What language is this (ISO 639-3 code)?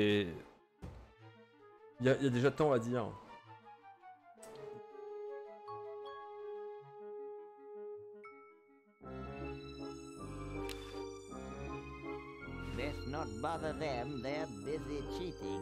fra